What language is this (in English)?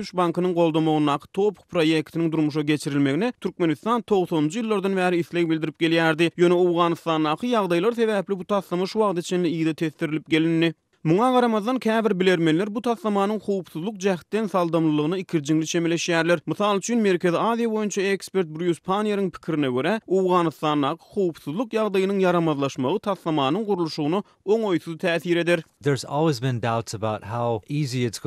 Turkmen